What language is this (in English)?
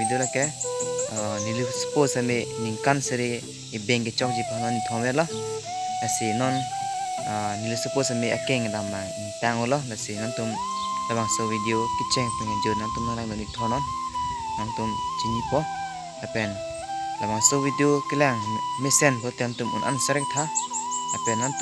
Karbi